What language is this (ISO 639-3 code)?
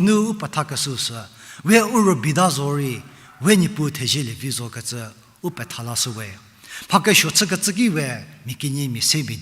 njm